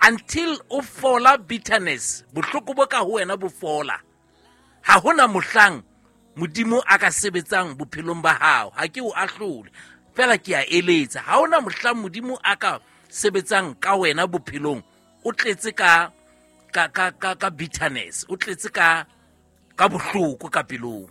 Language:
Southern Sotho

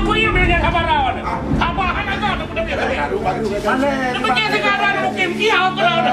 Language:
Achinese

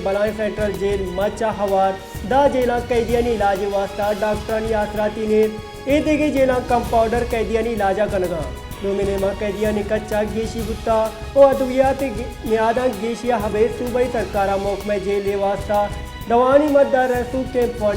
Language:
Baluchi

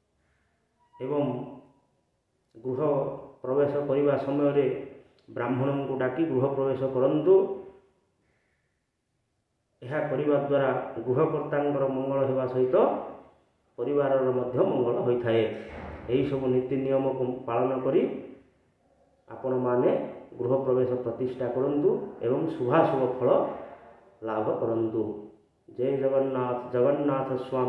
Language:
Odia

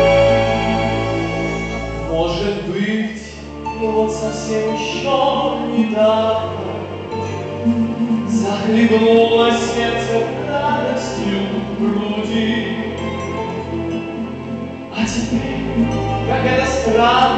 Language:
Russian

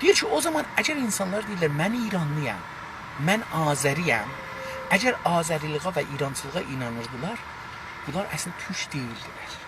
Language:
South Azerbaijani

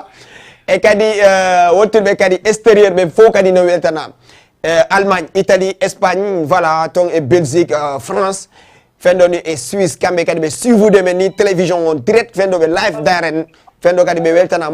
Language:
Fula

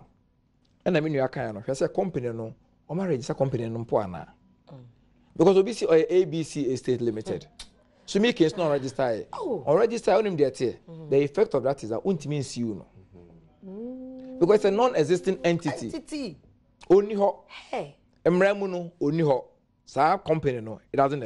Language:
Akan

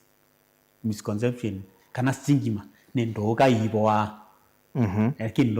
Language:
Kamba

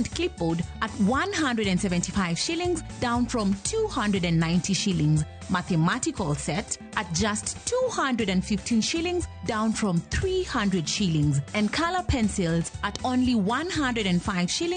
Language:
Luo (Kenya and Tanzania)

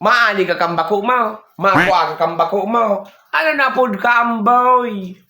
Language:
Bikol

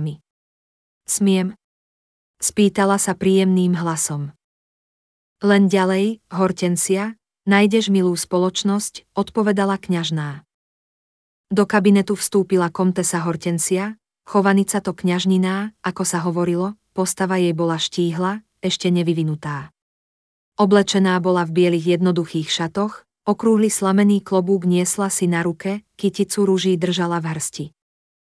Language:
Slovak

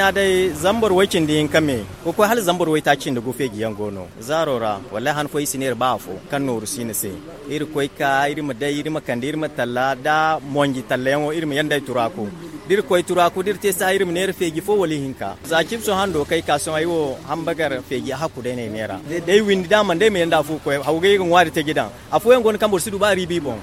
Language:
Zarma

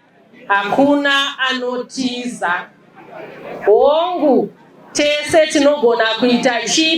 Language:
Shona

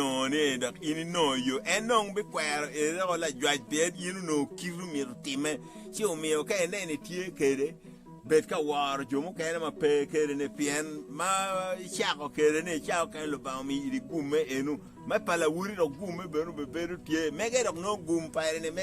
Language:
Acoli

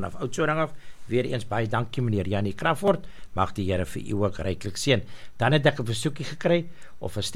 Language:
Afrikaans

